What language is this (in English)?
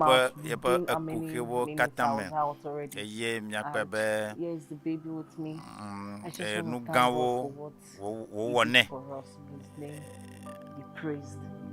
Ewe